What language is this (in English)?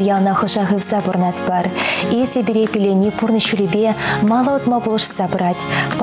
Chuvash